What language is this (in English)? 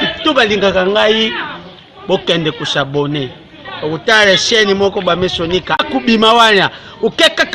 Lingala